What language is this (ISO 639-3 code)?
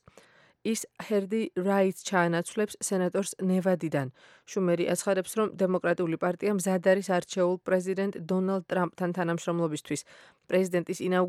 kat